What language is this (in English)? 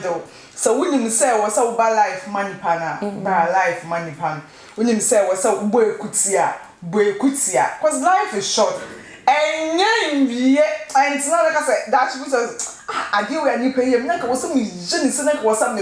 Akan